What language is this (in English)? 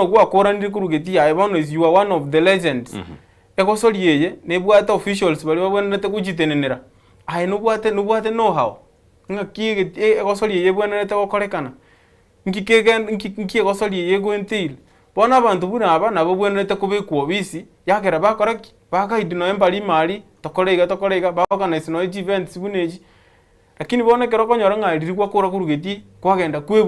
Gusii